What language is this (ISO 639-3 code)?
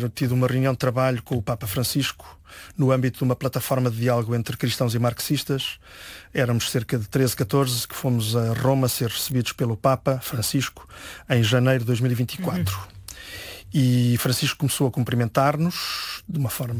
por